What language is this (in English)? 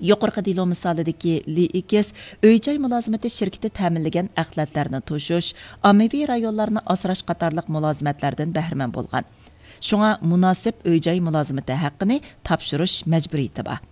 Uyghur